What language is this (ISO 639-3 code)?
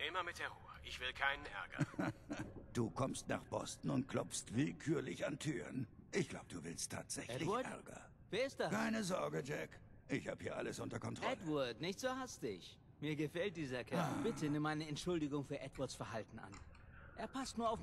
deu